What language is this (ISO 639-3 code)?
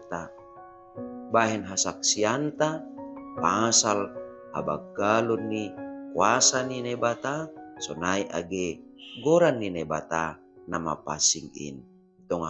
bts